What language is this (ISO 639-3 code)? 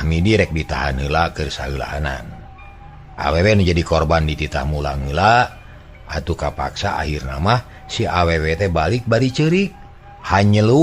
sun